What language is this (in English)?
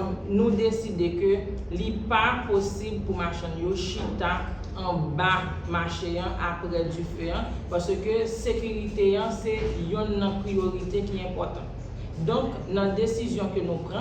Haitian Creole